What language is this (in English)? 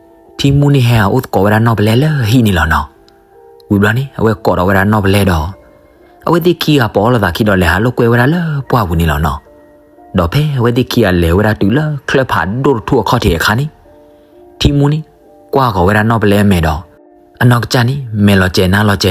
S'gaw Karen